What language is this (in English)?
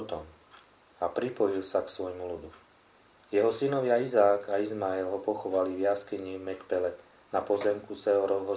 Slovak